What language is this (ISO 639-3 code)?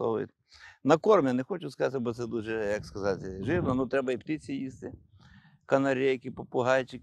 ukr